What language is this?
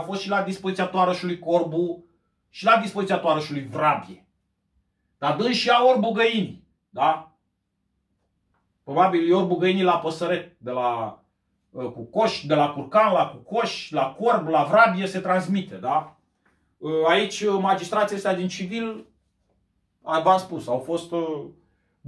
Romanian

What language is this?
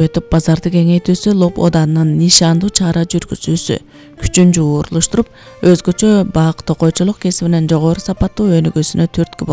Kyrgyz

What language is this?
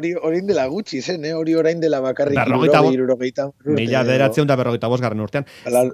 Basque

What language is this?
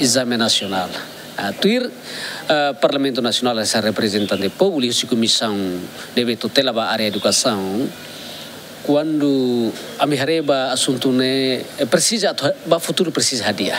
Tetum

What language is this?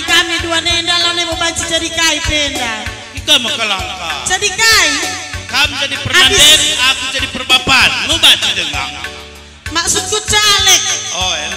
Batak Karo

